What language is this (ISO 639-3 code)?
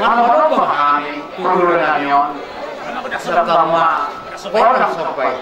bbc